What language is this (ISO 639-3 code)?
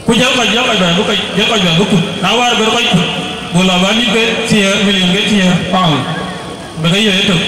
din